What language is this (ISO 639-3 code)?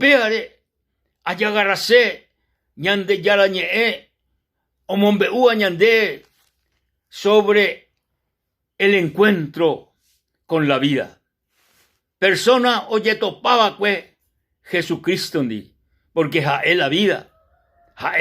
grn